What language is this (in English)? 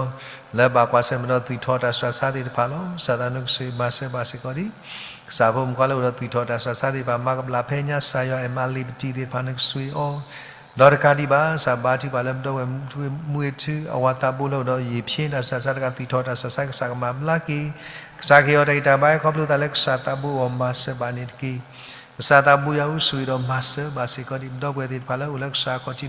S'gaw Karen